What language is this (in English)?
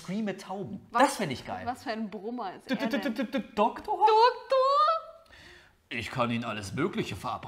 German